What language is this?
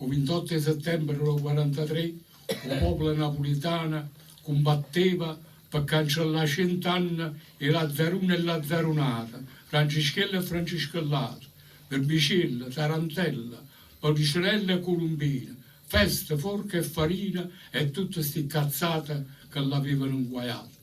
Neapolitan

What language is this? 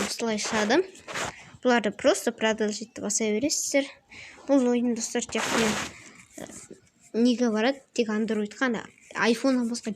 Kazakh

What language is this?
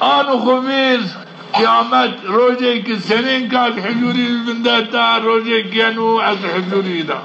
Zaza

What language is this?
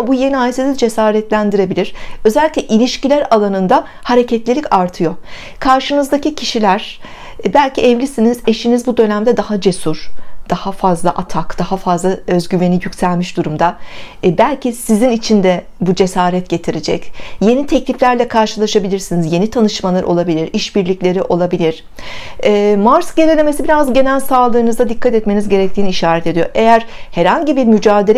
Turkish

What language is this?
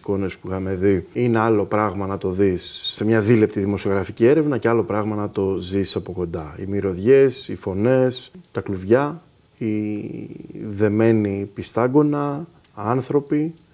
Greek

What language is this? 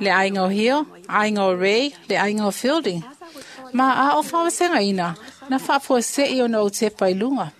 Samoan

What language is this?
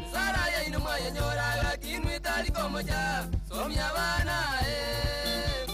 Gusii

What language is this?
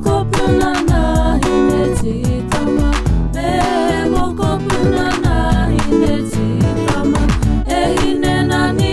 Māori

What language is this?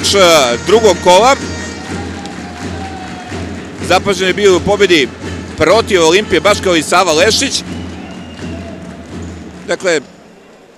Serbian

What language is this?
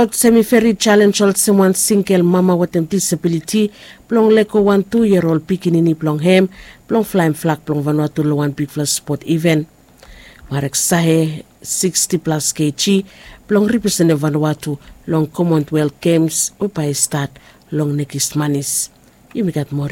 Bislama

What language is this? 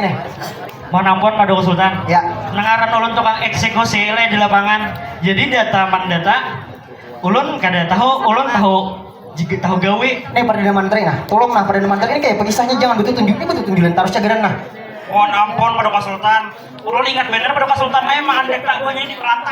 Banjar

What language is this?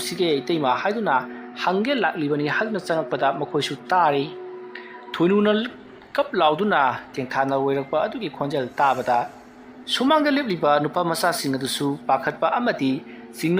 Manipuri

